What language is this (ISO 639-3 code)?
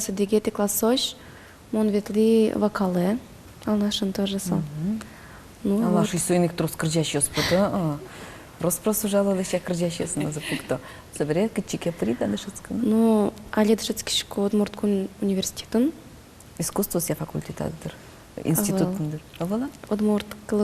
udm